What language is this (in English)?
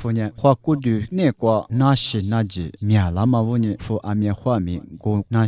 Lisu